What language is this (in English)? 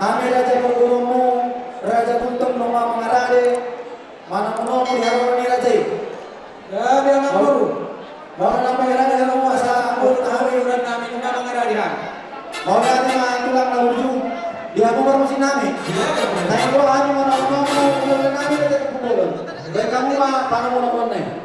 Batak Toba